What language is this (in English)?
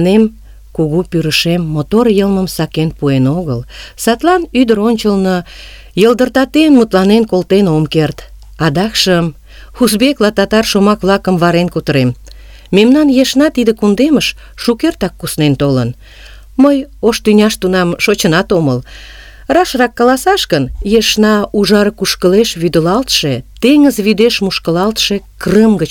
Mari